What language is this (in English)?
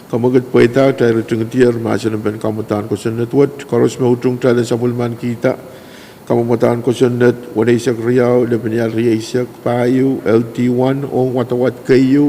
Pohnpeian